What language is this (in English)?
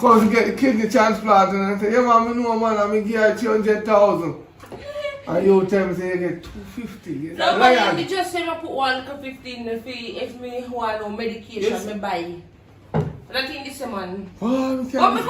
Jamaican Creole English